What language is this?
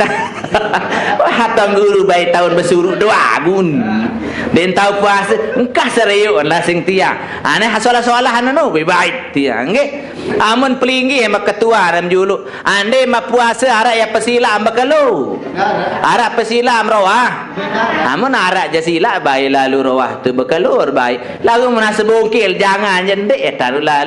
Sasak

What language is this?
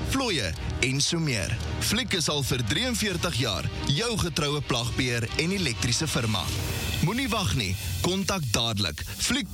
Afrikaans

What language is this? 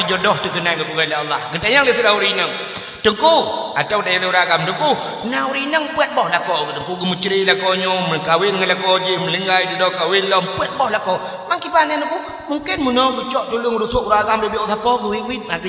Achinese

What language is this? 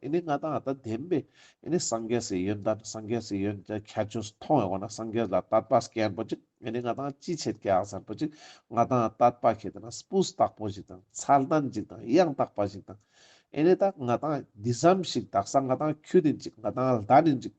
Ladakhi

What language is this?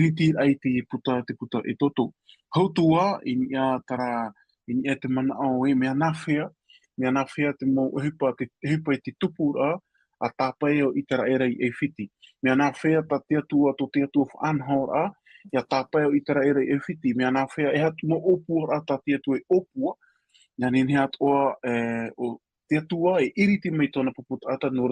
Tahitian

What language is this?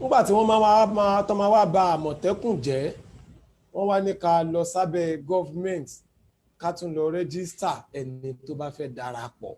Yoruba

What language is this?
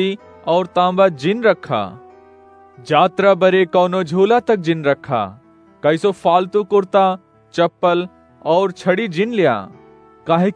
Awadhi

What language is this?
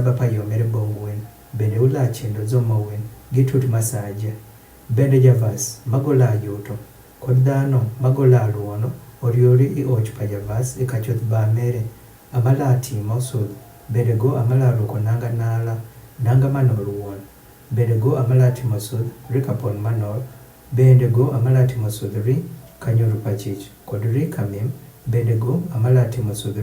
Adhola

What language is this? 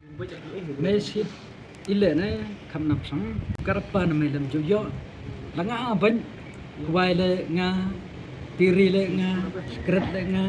Khasi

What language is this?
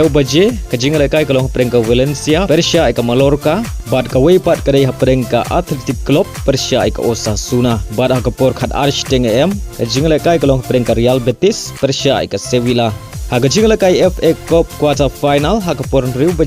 Khasi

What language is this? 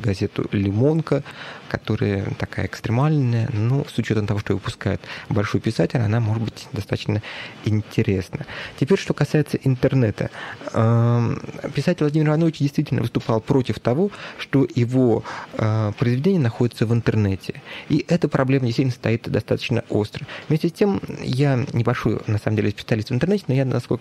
Russian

